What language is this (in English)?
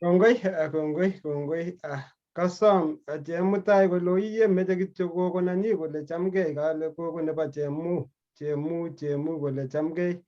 Kalenjin